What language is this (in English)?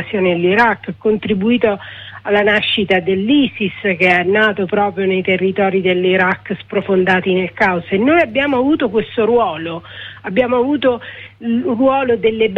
Italian